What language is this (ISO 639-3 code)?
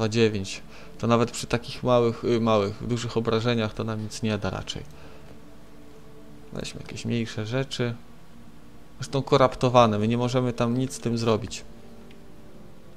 pol